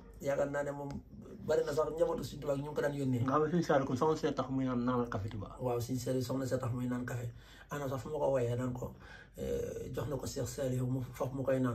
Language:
Wolof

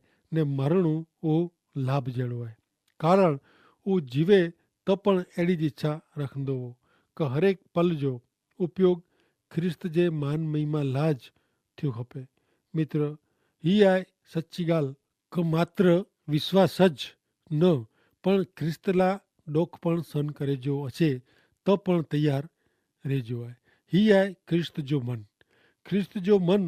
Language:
Kachhi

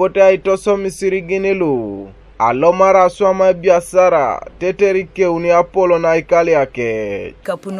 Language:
Teso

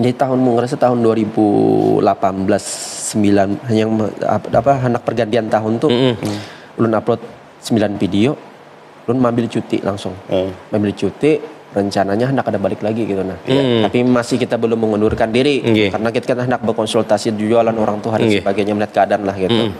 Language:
Banjar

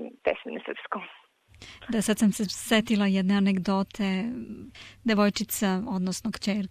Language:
Serbian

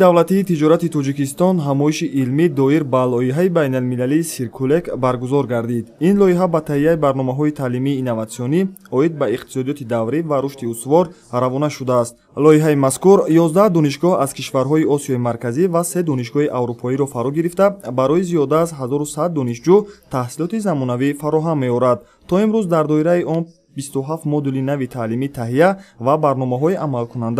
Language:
Tajik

